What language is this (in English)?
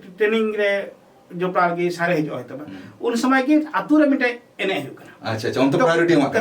Santali